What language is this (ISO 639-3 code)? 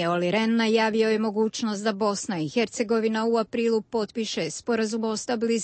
hrv